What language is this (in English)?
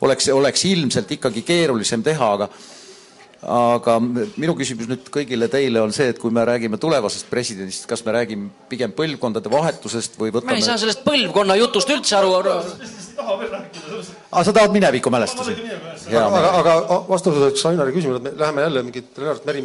Estonian